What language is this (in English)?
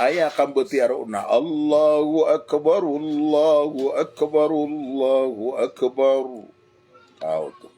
Maranao